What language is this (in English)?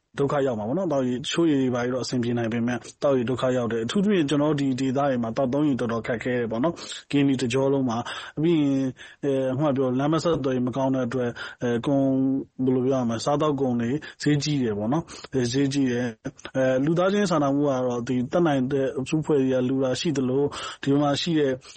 Burmese